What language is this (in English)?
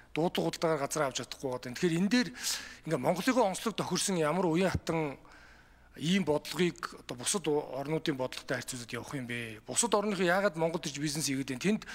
Mongolian